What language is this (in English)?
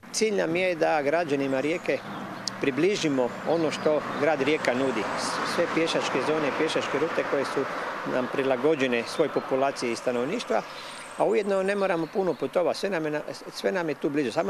Croatian